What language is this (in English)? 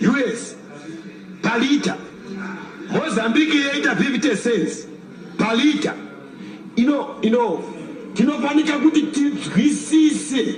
Shona